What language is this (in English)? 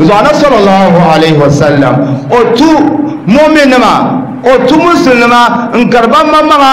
Dagbani